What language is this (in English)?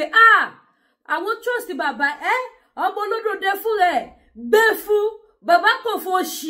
Yoruba